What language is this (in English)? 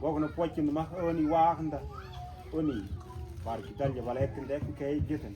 Mabaan